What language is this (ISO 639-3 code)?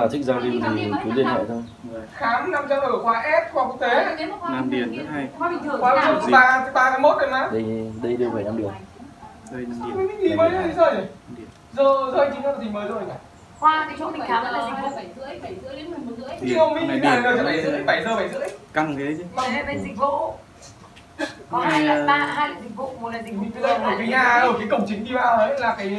vie